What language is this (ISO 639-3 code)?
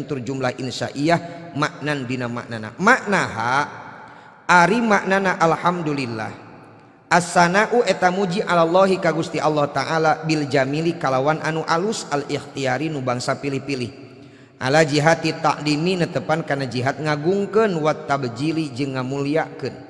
sun